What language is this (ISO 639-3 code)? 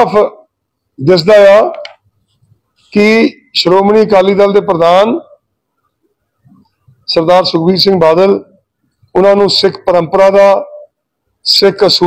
pan